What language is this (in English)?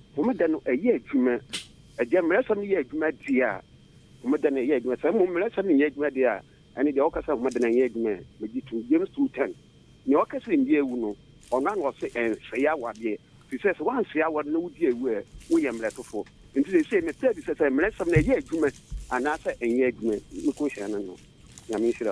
Akan